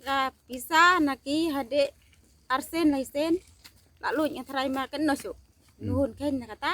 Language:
Khasi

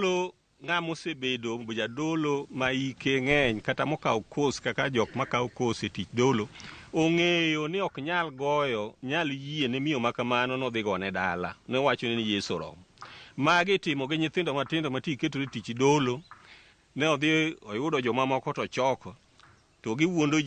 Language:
Luo (Kenya and Tanzania)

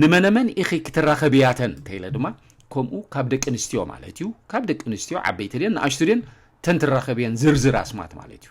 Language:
Tigrinya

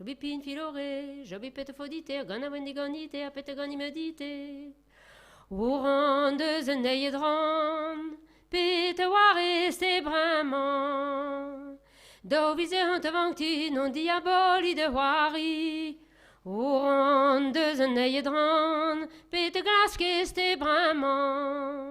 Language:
Breton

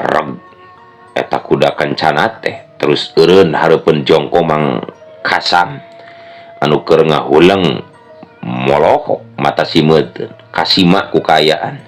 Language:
Sundanese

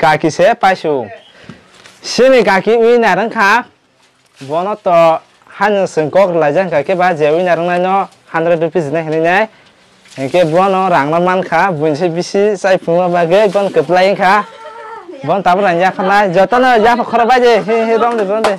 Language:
Kok Borok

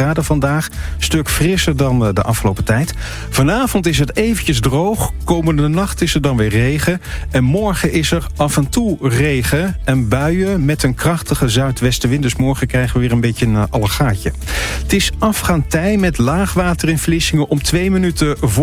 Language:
Dutch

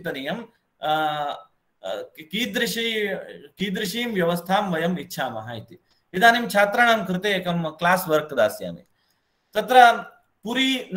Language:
Sanskrit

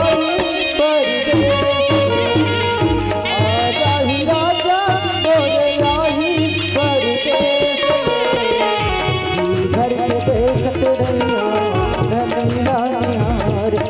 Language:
Chhattisgarhi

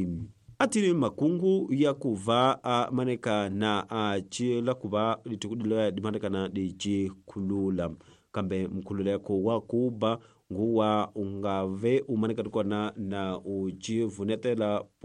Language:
Tsonga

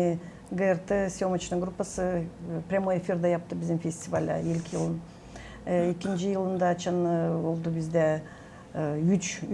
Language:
Gagauz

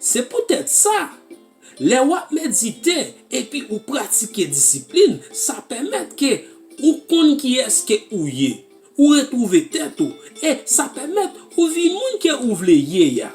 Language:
Haitian Creole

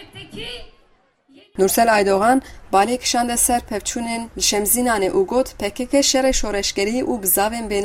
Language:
Kurdish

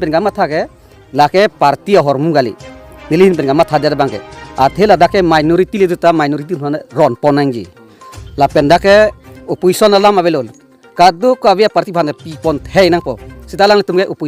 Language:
Karbi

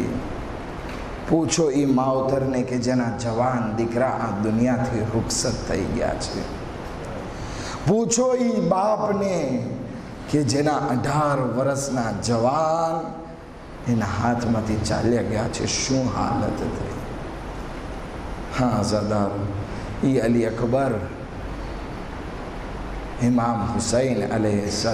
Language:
Gujarati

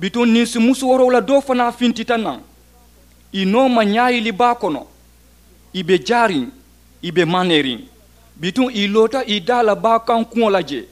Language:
Mandingo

